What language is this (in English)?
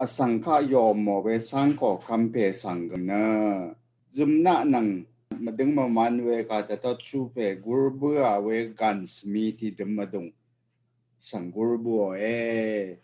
Rawang